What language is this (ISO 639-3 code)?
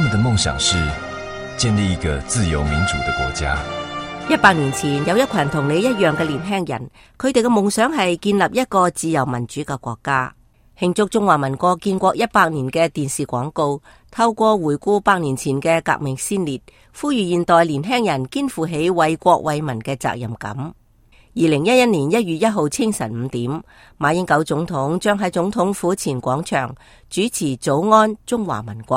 yue